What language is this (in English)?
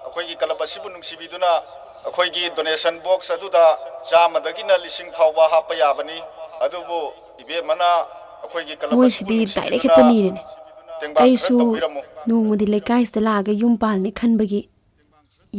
Manipuri